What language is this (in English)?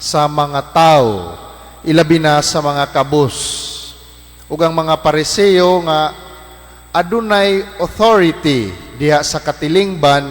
Cebuano